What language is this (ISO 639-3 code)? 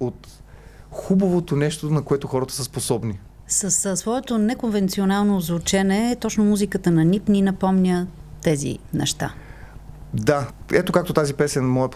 bul